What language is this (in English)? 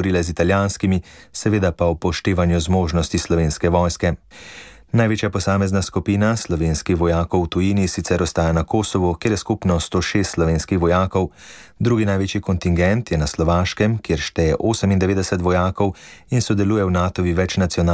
Slovenian